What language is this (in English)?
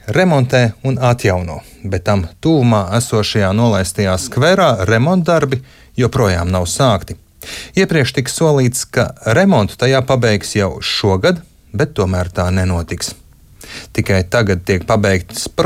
Latvian